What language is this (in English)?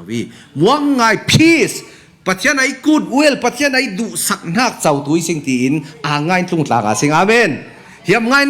Falam Chin